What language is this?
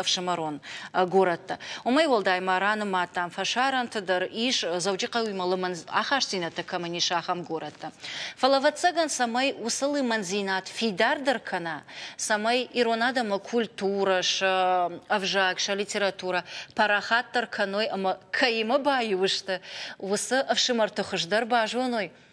Ossetic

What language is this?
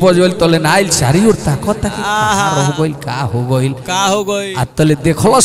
Bhojpuri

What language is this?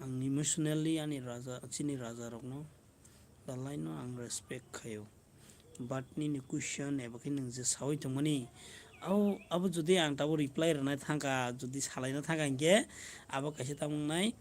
Kok Borok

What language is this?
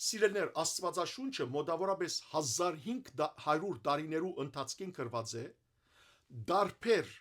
Western Armenian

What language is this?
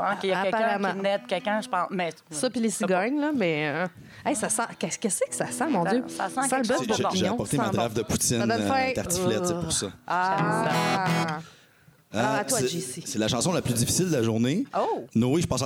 French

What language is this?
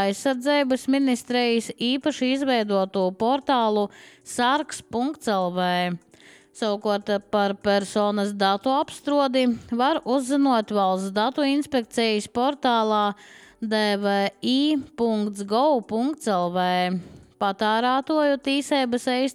Latvian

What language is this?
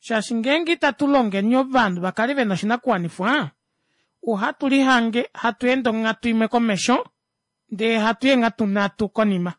Kuanyama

